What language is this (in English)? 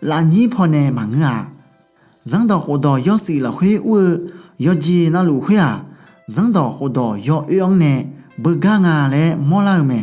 Akha